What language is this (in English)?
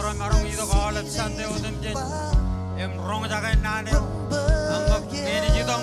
Marshallese